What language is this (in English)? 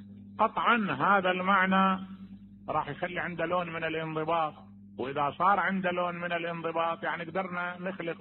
Mesopotamian Arabic